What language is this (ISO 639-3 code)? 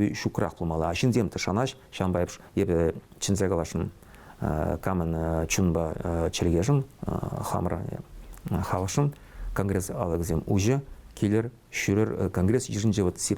chv